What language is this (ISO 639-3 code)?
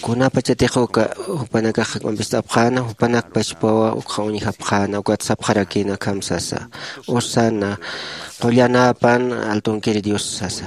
aym